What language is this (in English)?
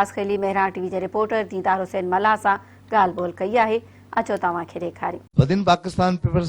Sindhi